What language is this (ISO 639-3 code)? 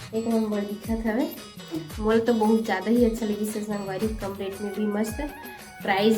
hne